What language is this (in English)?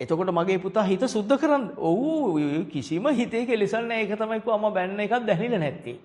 Sinhala